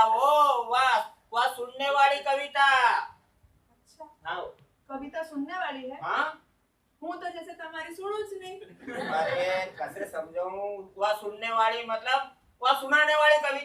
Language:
Rajasthani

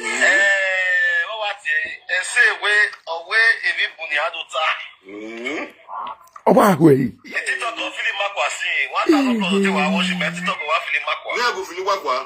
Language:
Nigerian Pidgin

